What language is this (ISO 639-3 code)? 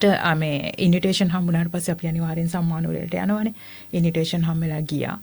sin